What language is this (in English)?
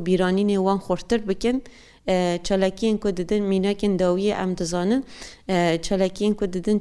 Kurdish